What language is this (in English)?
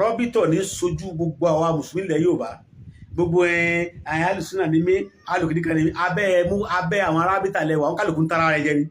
Yoruba